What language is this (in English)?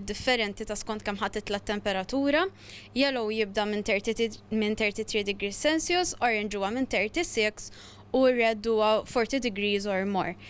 Maltese